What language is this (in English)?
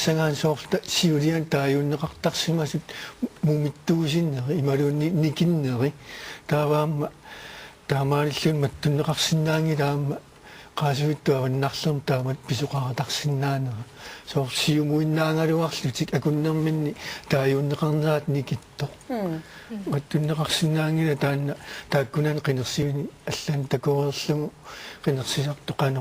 Kalaallisut